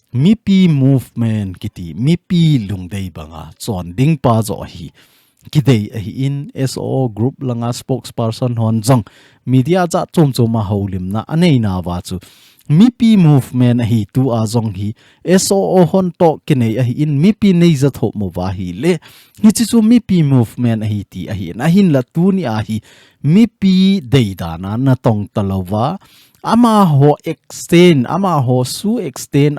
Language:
Thado Chin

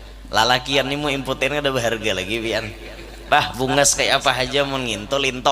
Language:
Banjar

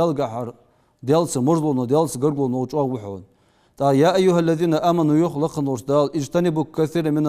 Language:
Ingush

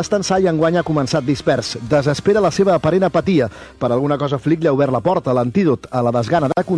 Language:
Catalan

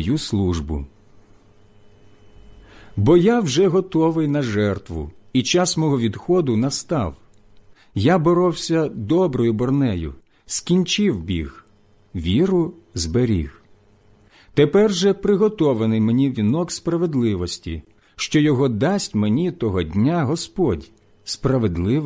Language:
Ukrainian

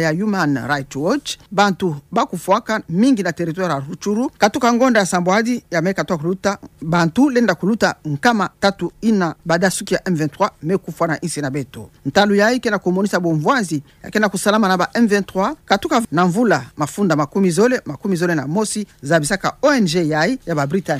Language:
Kituba (Democratic Republic of Congo)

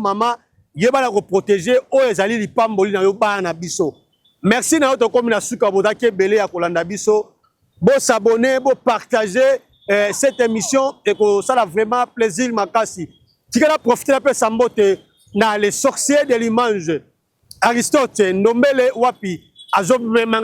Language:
Lingala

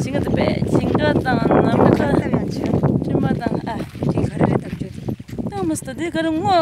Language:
Tibetan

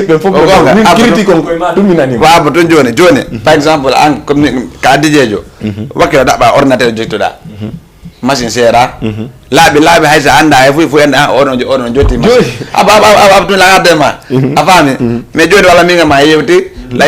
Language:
Fula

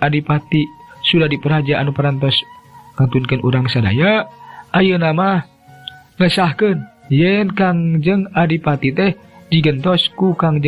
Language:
Sundanese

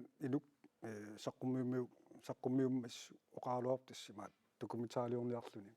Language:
Kalaallisut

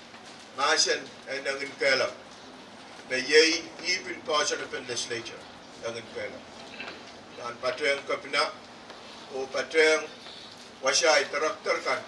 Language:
Pohnpeian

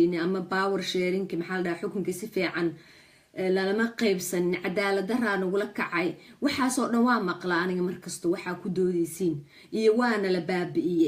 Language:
Somali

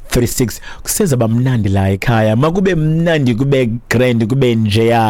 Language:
Xhosa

